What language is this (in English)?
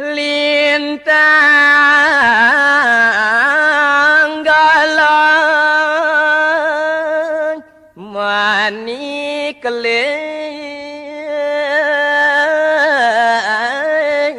Balinese